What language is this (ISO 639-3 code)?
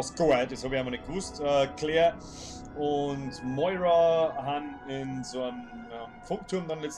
bar